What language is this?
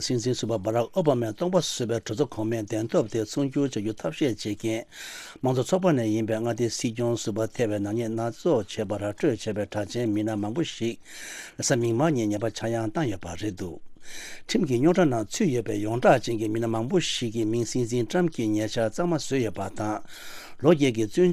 Tibetan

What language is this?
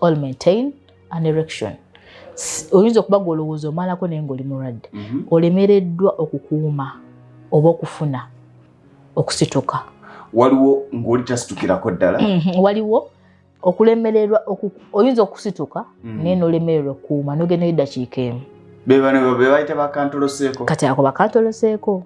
Ganda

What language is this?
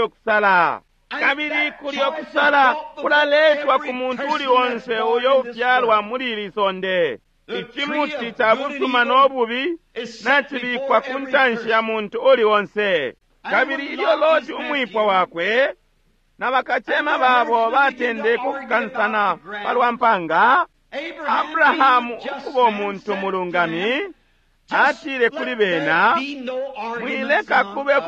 Bemba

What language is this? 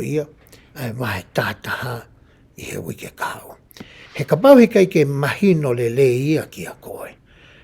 Tongan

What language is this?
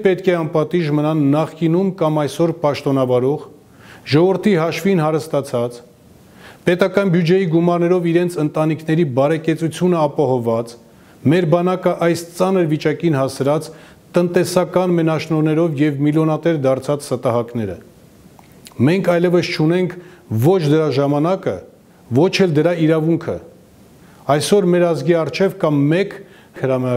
Armenian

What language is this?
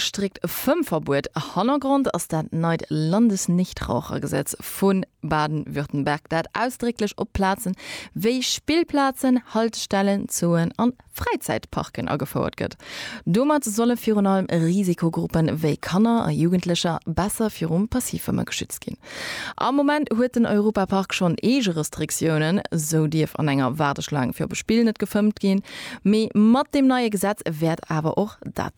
Luxembourgish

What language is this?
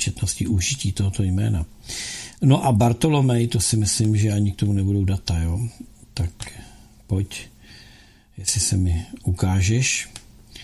Czech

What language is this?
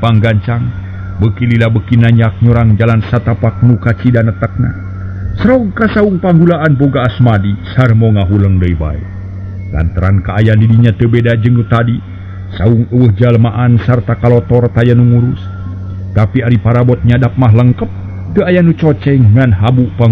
Sundanese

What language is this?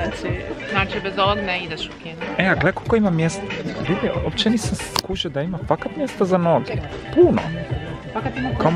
Croatian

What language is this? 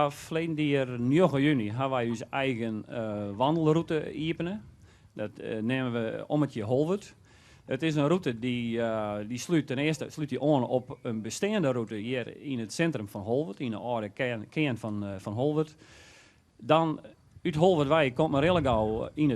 Western Frisian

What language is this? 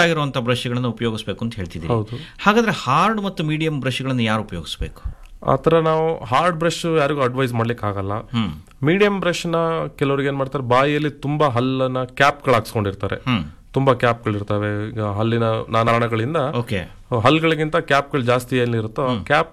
Kannada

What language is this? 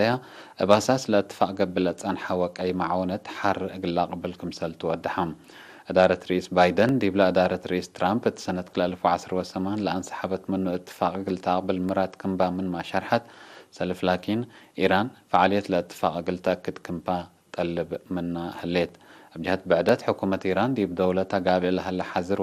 Tigre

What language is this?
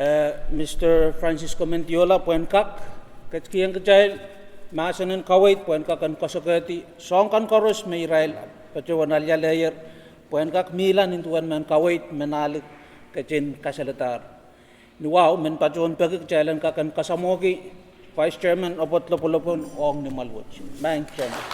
Pohnpeian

